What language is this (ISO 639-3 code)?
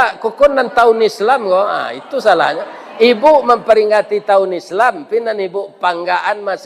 min